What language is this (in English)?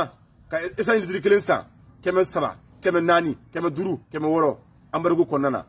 Bambara